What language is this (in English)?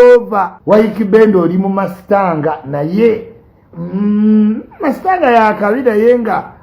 Ganda